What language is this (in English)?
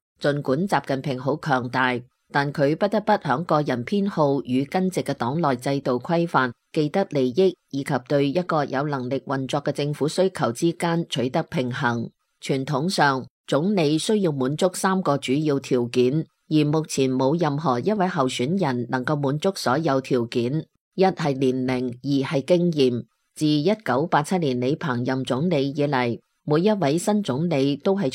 Cantonese